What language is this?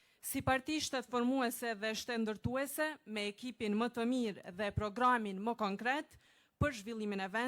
Albanian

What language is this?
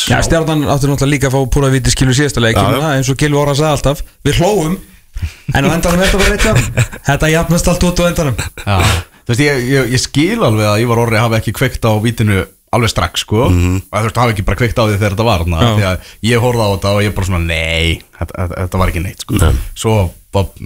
Icelandic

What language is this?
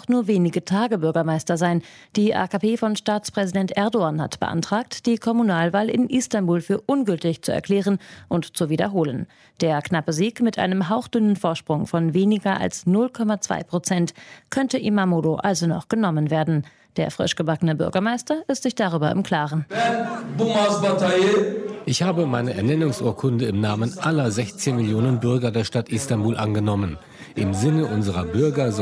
German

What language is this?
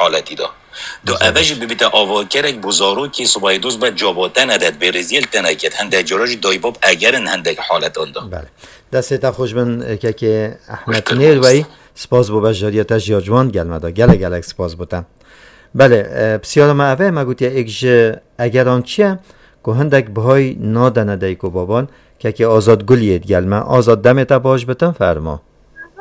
Kurdish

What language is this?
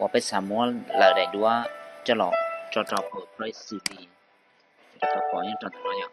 Hmong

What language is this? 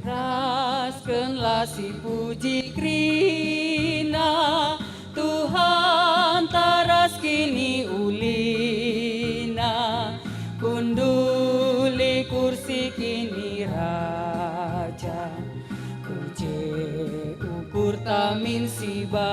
Batak Karo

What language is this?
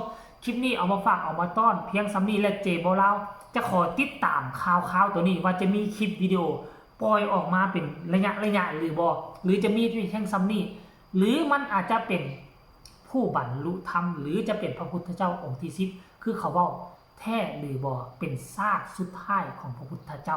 Northeastern Thai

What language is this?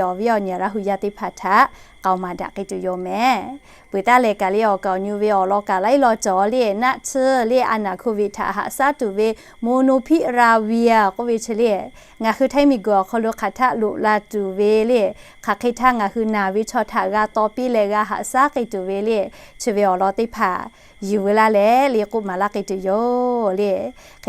Lahu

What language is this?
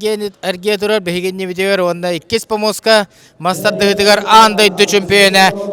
Yakut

